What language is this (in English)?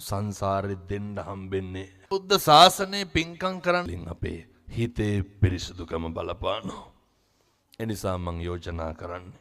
Sinhala